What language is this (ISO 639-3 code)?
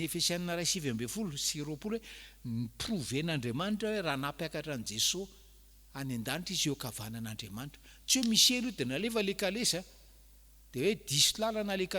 mlg